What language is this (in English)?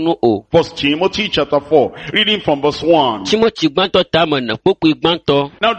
Ewe